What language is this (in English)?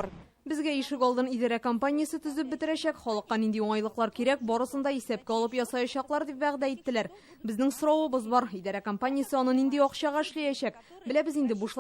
Tatar